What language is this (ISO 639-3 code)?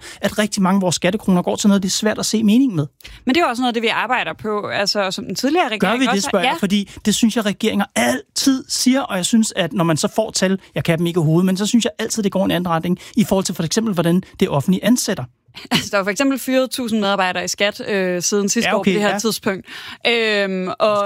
dan